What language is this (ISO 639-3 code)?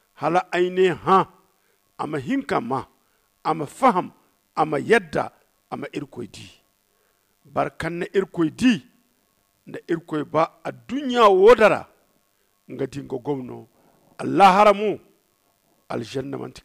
dje